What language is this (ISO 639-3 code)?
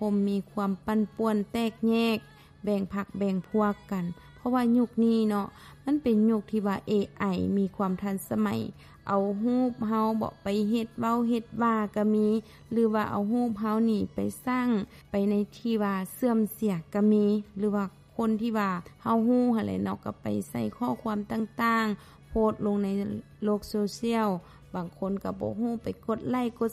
lao